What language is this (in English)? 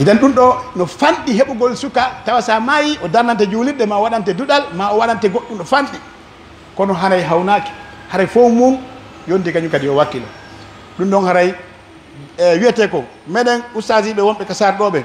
Pular